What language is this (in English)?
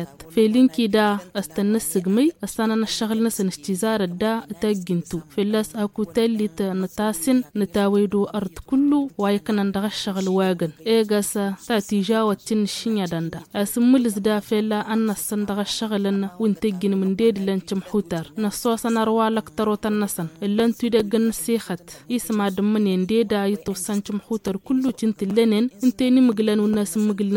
Tamasheq